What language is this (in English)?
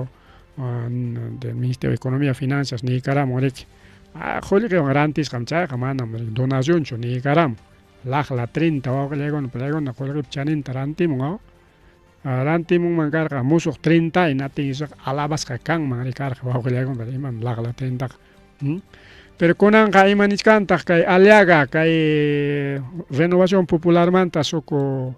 Ayacucho Quechua